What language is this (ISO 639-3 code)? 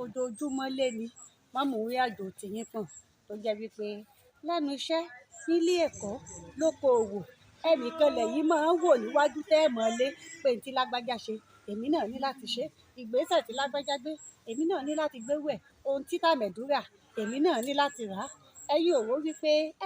yor